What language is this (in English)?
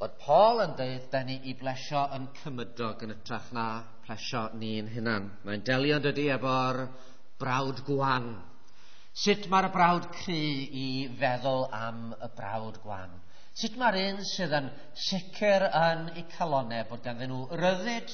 Welsh